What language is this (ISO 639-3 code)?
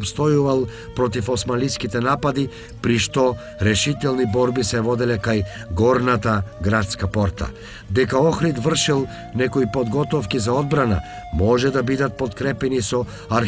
mkd